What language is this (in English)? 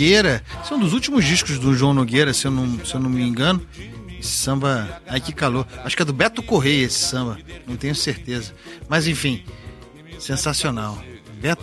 Portuguese